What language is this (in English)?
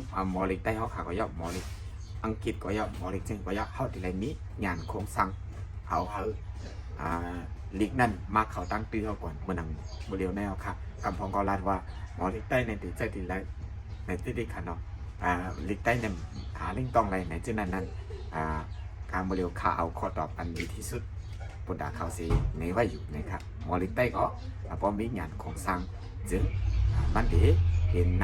Shan